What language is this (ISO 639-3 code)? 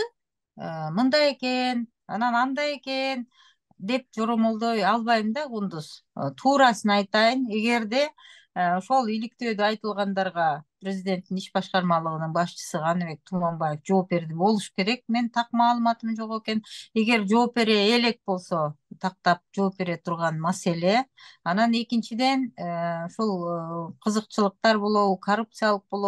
kir